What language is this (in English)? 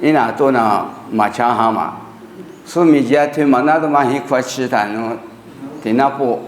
Lisu